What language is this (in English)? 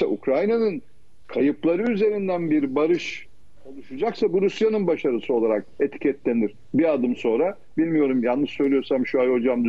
Turkish